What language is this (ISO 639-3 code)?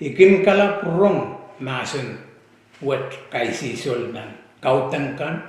pon